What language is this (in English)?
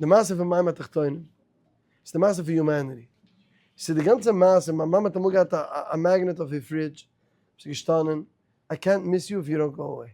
Yiddish